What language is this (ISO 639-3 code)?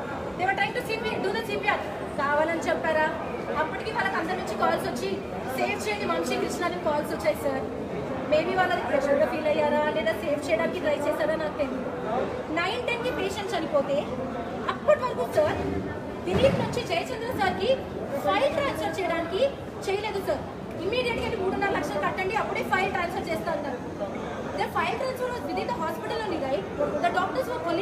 tel